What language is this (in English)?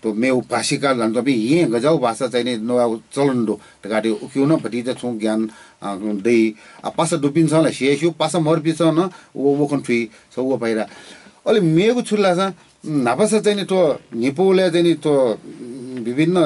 Newari